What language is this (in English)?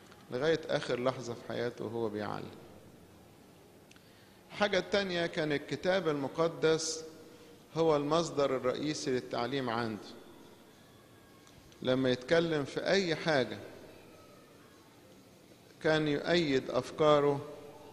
Egyptian Arabic